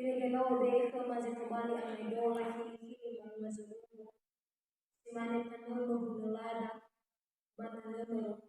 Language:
Nias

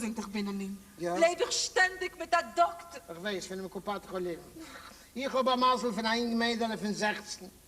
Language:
Yiddish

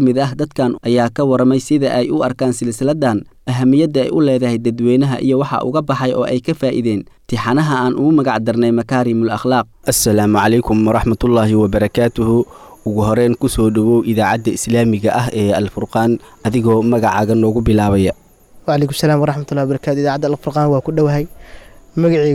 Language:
Somali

